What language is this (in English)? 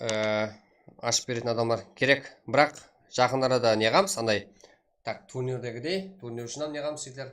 Kara-Kalpak